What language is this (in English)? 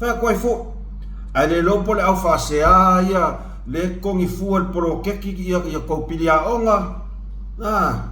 Samoan